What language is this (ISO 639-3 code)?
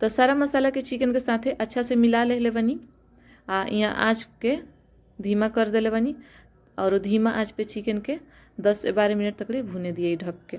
bho